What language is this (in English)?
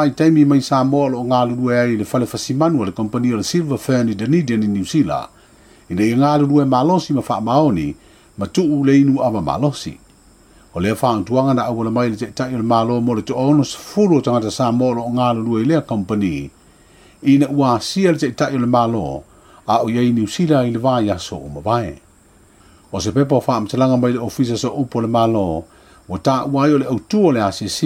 Samoan